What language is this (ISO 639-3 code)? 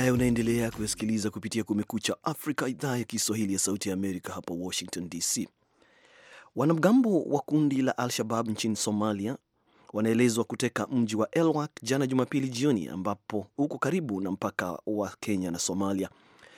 swa